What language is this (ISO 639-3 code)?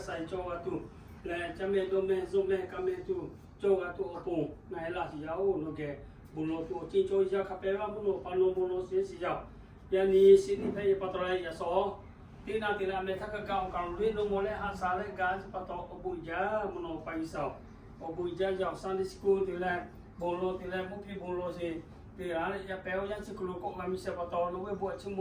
lhu